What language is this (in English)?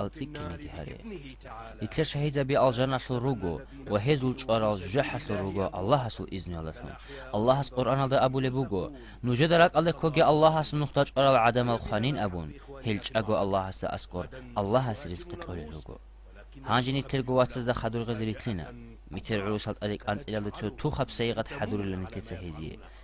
Avaric